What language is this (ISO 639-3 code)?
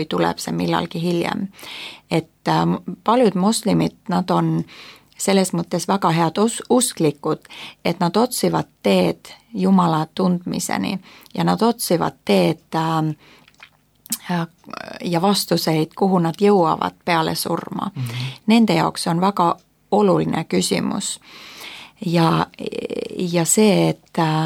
est